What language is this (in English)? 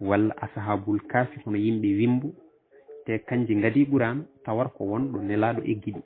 Fula